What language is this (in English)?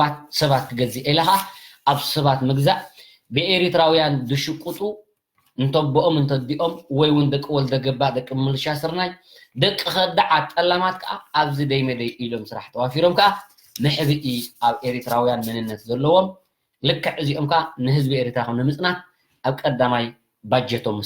Tigrinya